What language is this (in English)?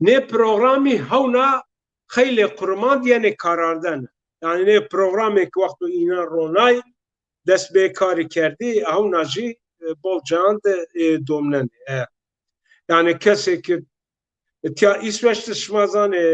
Zaza